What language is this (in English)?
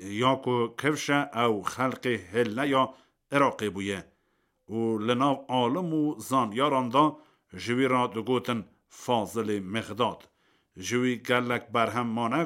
Kurdish